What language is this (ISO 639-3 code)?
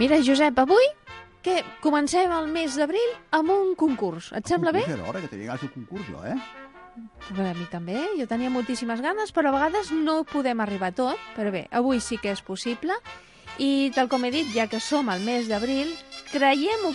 cat